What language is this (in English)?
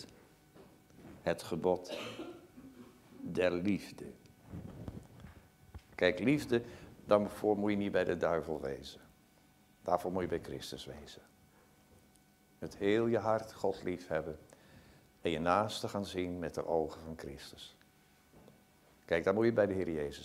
Dutch